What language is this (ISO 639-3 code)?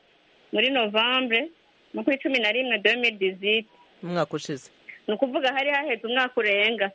kin